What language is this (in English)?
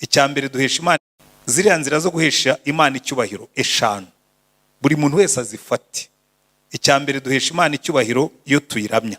Kinyarwanda